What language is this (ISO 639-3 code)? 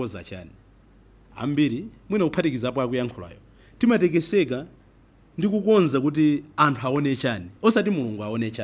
nya